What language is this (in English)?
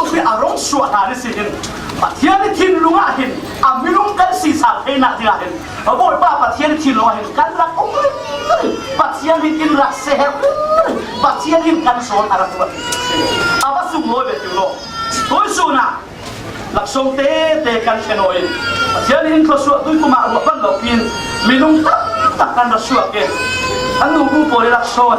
Falam Chin